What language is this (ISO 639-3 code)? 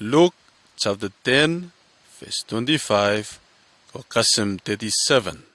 bis